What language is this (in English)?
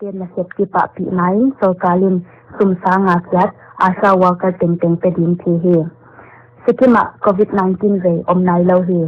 Paite Chin